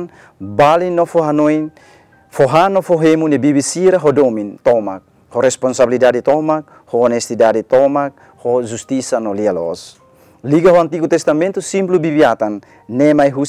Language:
Tetum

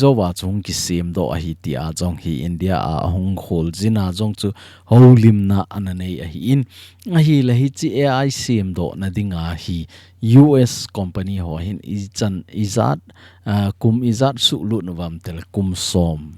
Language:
Thado Chin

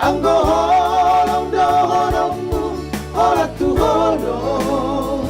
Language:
Batak Toba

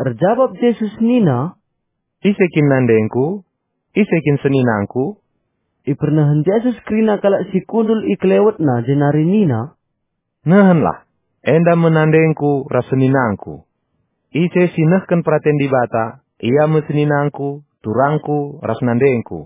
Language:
Batak Karo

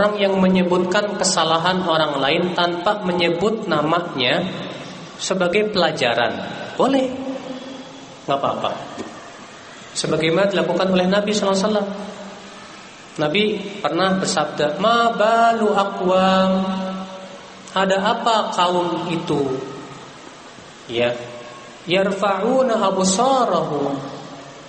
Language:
Indonesian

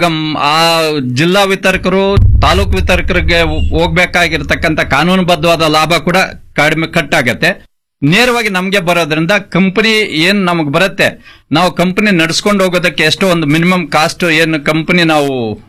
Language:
Kannada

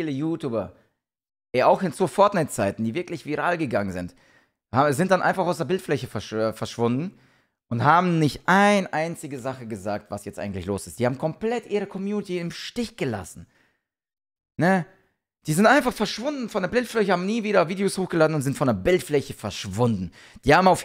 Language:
German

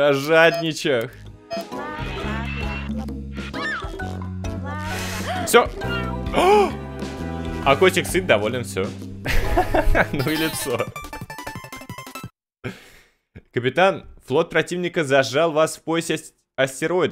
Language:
Russian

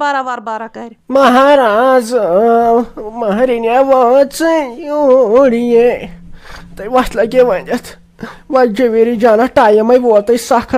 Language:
Kashmiri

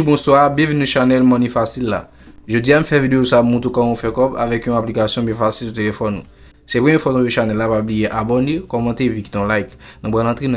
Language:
Haitian Creole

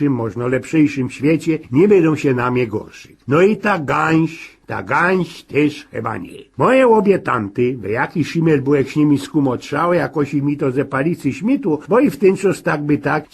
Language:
Silesian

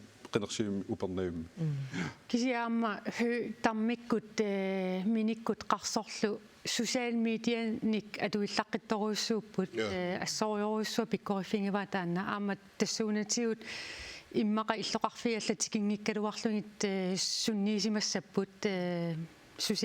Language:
Kalaallisut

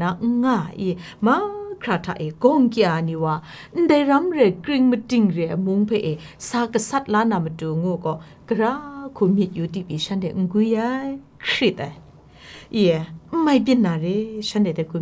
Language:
Kachin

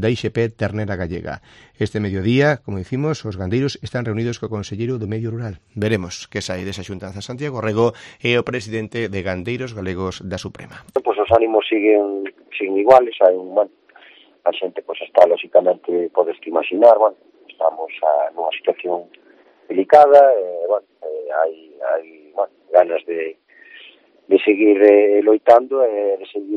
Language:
Galician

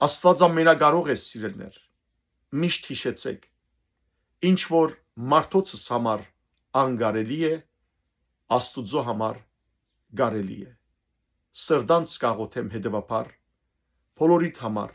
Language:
Western Armenian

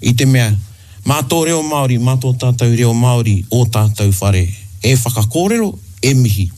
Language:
Māori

